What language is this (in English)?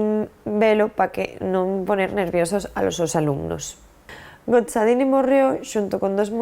Asturian